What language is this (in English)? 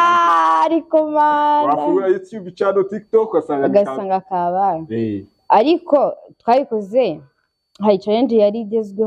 Kinyarwanda